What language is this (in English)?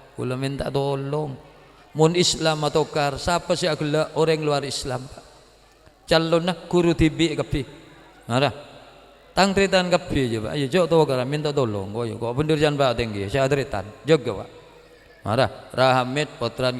Madurese